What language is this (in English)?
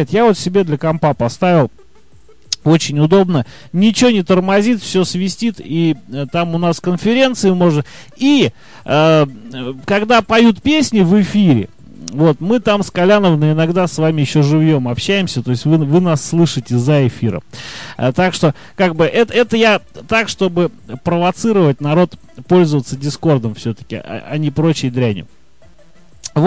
Russian